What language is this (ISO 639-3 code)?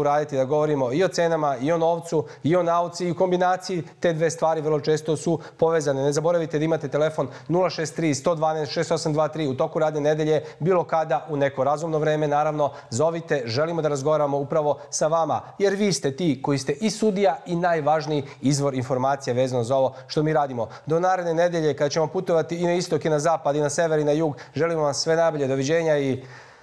srp